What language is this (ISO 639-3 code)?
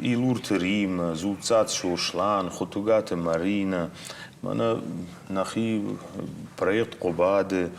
oss